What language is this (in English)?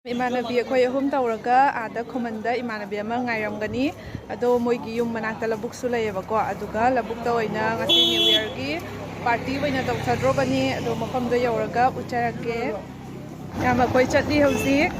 Manipuri